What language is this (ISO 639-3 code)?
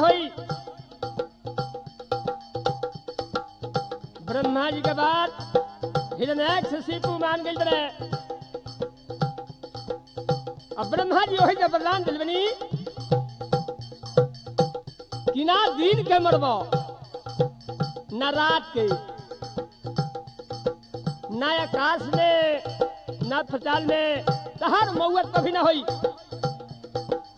bho